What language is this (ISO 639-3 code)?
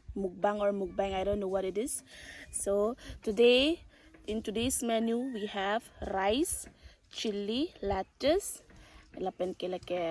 mjw